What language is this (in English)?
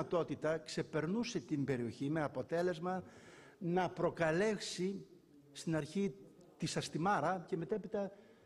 Greek